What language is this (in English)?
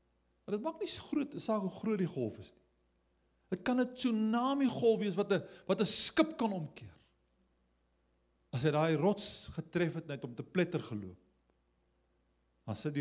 Afrikaans